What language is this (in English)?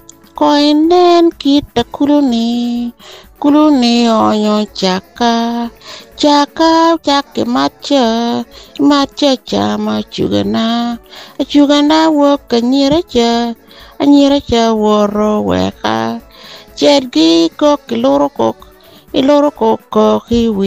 Lango (Uganda)